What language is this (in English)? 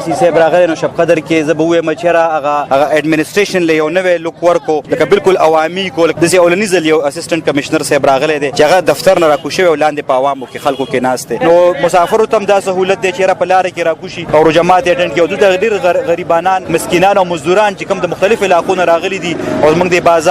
Pashto